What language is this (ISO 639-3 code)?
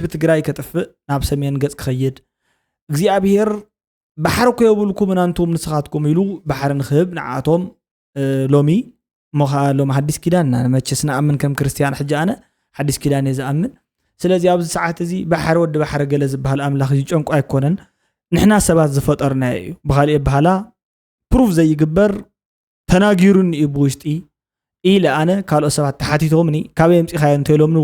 tir